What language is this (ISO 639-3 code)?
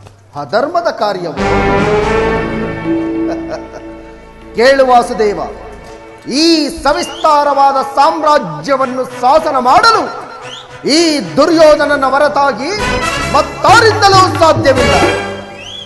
kan